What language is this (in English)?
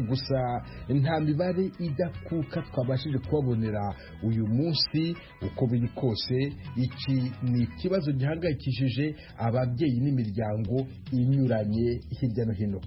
Kinyarwanda